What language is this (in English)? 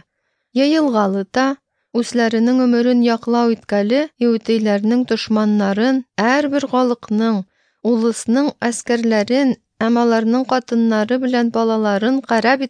Tatar